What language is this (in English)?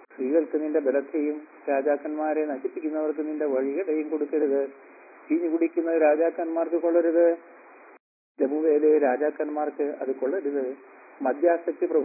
Malayalam